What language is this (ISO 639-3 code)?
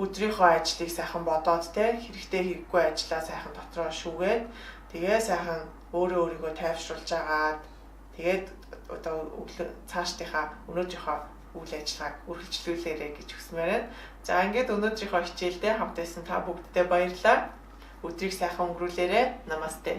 mon